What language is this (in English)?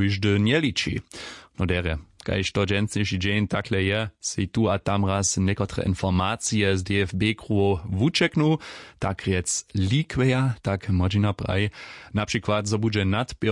Upper Sorbian